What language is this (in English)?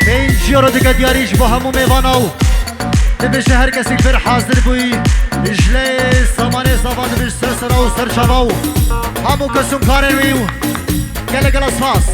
Kurdish